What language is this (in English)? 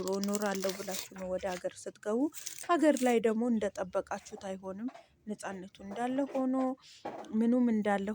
Amharic